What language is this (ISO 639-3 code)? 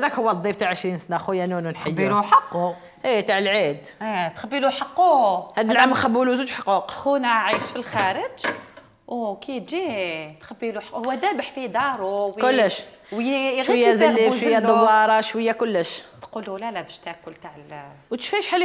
arq